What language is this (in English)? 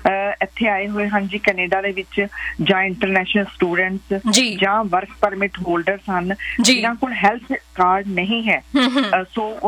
Punjabi